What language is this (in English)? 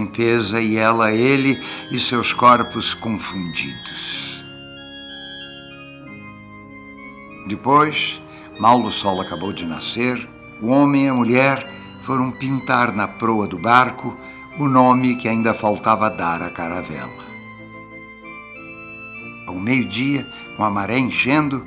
Portuguese